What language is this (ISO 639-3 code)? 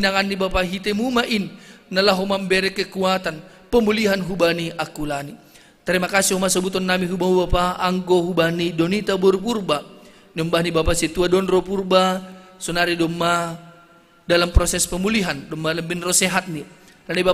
bts